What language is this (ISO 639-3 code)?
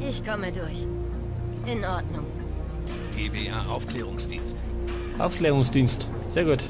bar